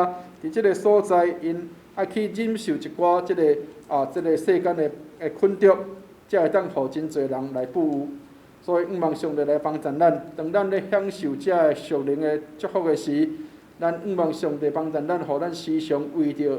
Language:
Min Nan Chinese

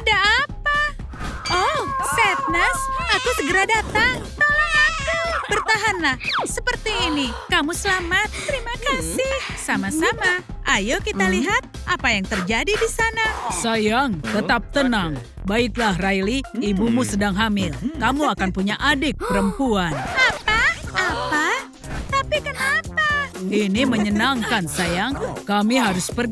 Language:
Indonesian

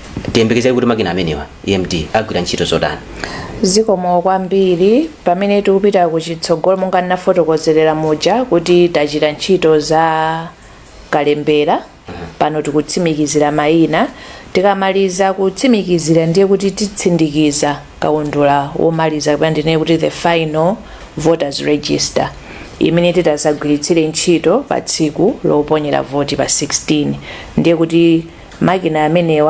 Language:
Nyanja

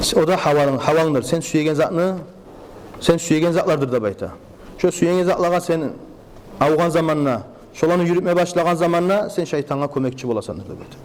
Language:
Kumyk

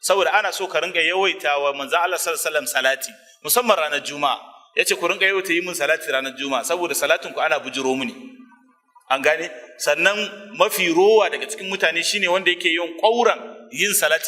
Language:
Hausa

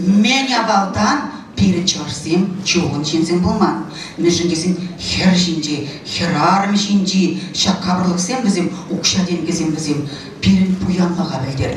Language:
Chuvash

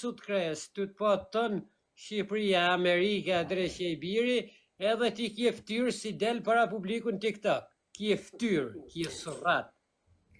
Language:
Albanian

